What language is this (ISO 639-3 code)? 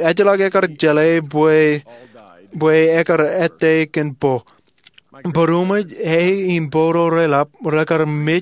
mah